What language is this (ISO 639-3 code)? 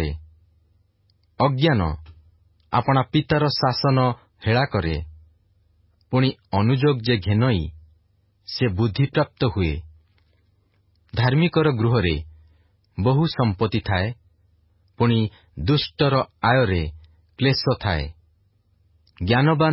ori